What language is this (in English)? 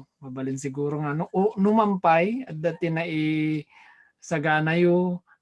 Iloko